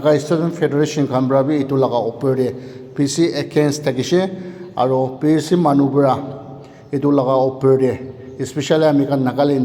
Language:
Naga Pidgin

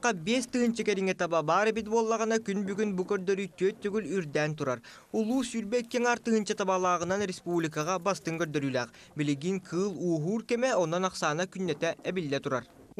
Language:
Yakut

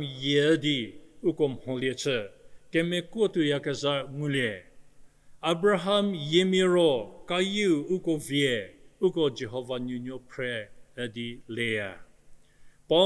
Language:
Angami Naga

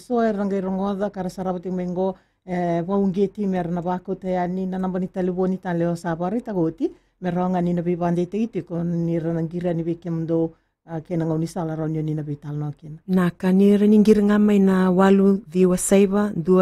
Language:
Fijian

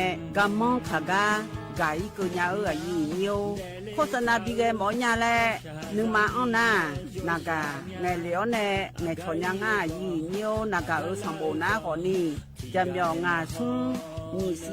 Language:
Akha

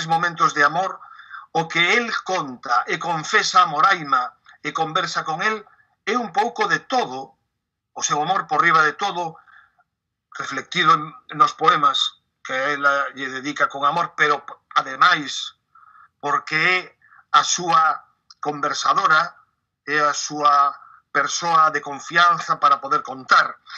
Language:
Galician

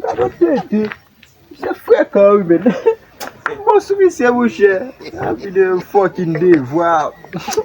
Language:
Haitian Creole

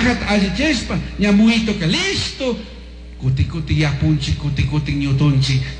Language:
Chimborazo Highland Quichua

